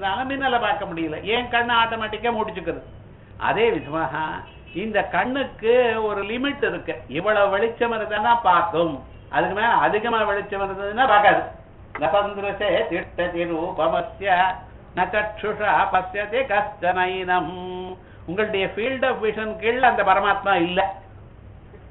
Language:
Tamil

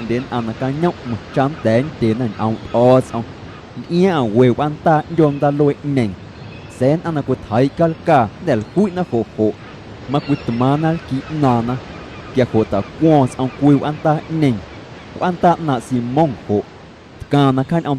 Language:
Guerrero Amuzgo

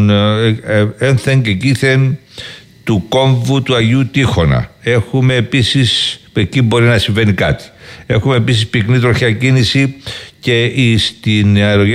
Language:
Greek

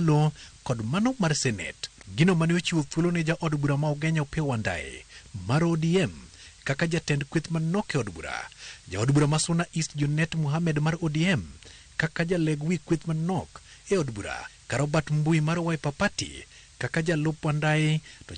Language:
Luo (Kenya and Tanzania)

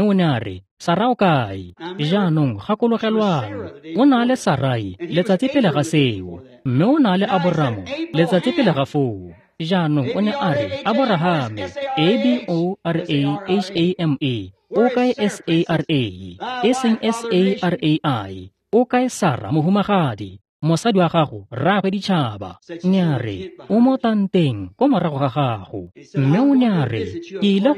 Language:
Tswana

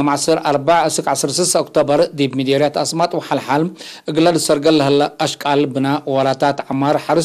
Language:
Tigre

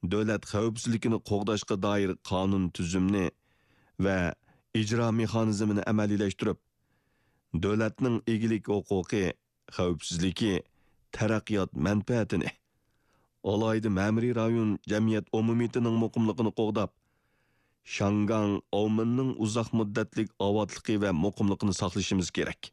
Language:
Uyghur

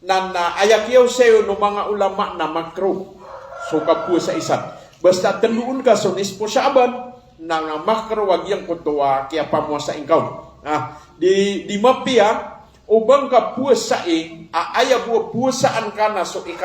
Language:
Maranao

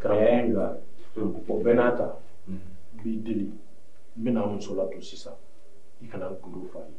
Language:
Bambara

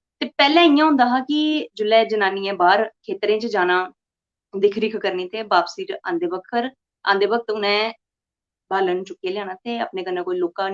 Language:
Dogri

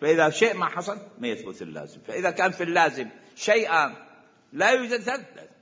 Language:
Mesopotamian Arabic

